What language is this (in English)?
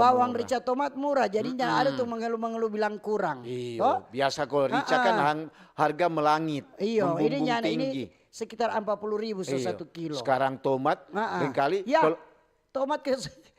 Manado Malay